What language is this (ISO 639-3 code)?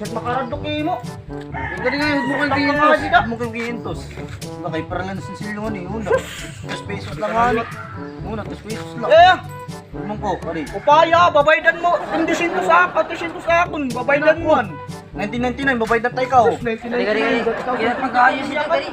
war